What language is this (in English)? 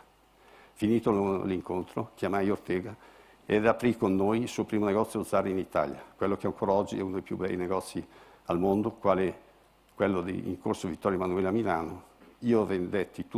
Italian